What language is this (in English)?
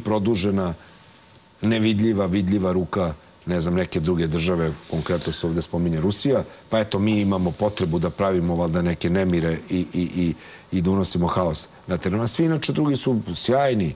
Serbian